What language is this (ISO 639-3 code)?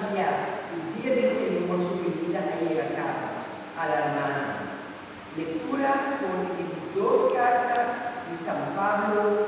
pap